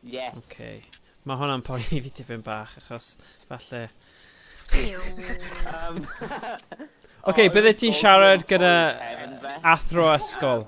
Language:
Welsh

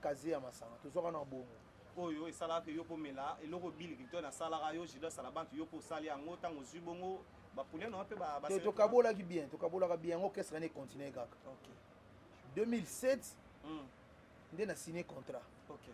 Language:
Lingala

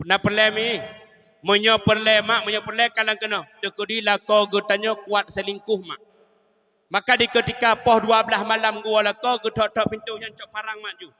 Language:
Achinese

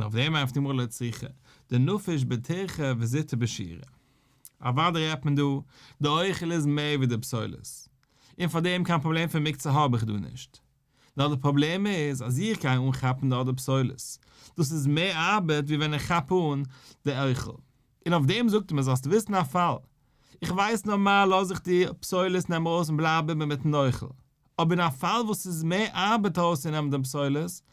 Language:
Yiddish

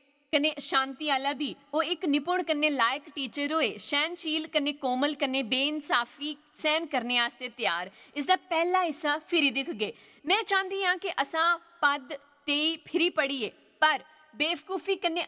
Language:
Dogri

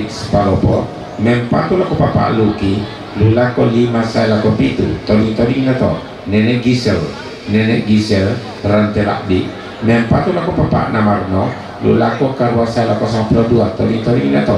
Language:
Toraja-Sa'dan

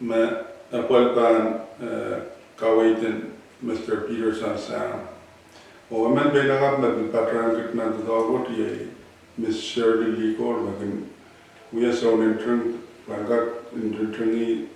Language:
Pohnpeian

